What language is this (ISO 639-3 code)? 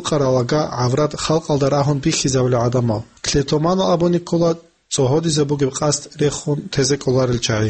ava